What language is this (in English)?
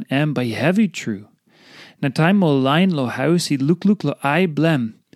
Tok Pisin